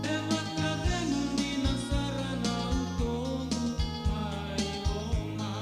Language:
Fijian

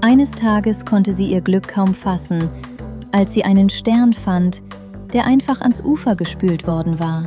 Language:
Swiss German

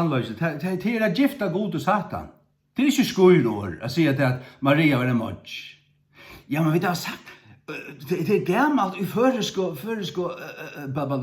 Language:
Faroese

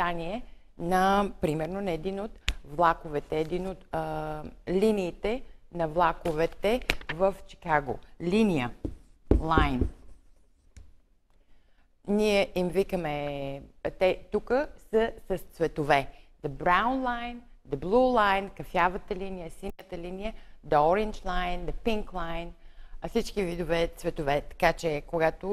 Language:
Bulgarian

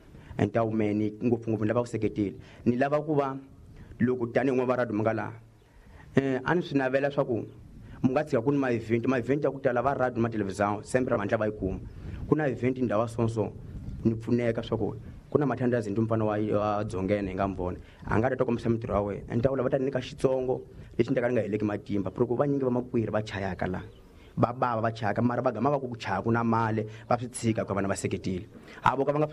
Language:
Tsonga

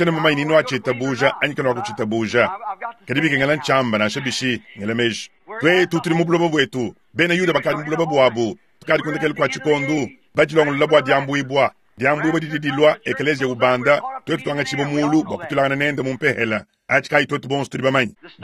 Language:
Luba-Lulua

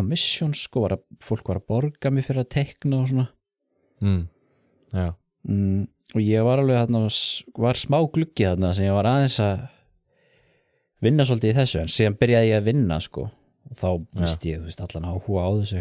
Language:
Icelandic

